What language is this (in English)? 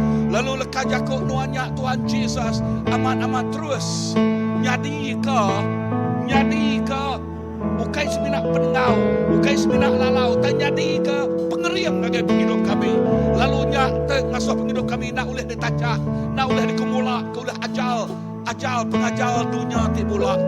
Iban